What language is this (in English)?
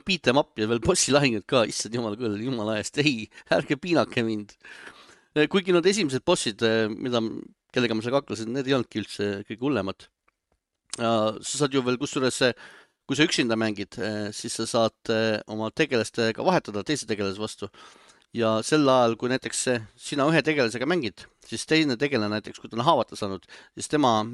Estonian